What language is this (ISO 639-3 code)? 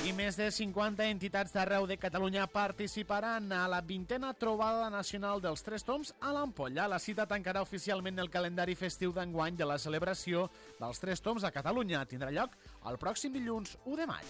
cat